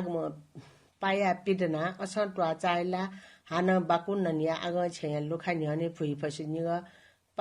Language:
Newari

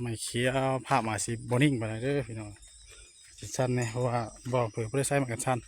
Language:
Northeastern Thai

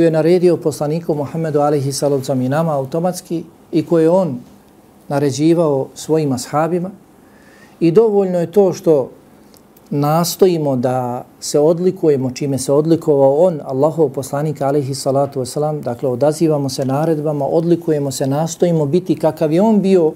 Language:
Bosnian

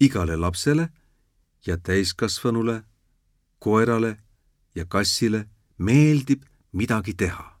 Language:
Estonian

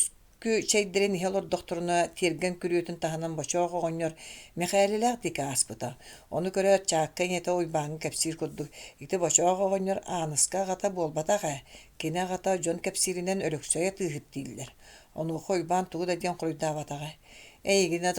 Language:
Yakut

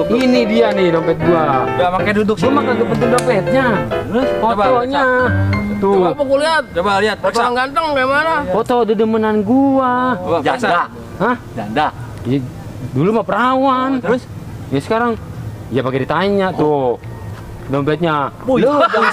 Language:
Betawi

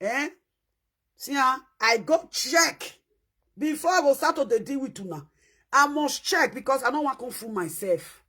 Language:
Nigerian Pidgin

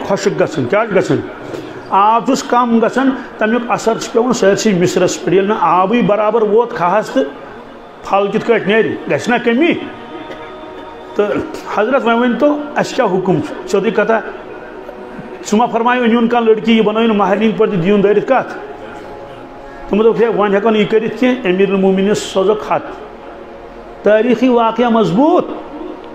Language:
Kashmiri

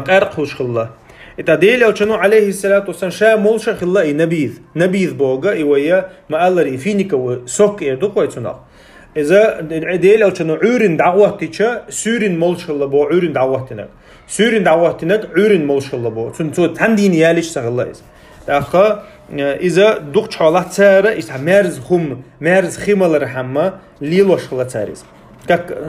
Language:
Chechen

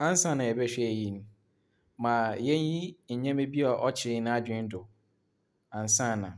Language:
Akan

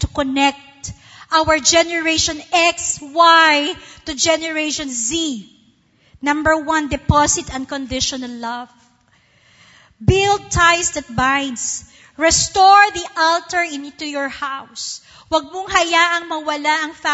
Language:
Filipino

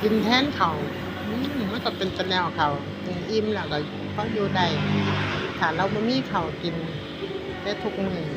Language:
Northeastern Thai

